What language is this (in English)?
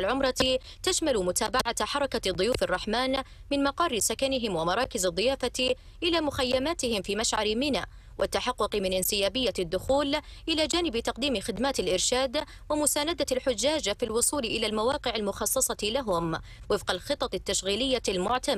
Arabic